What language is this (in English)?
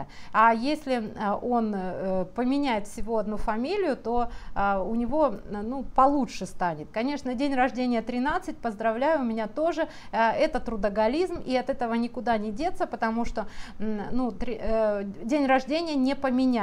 Russian